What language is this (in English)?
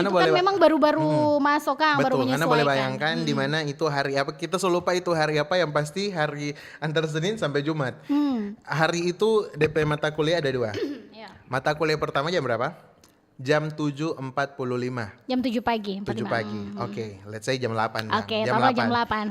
Manado Malay